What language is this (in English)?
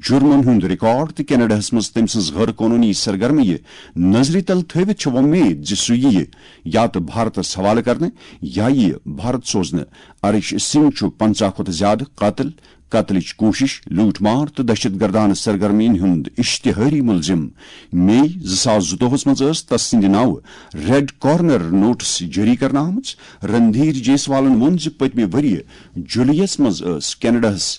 Kashmiri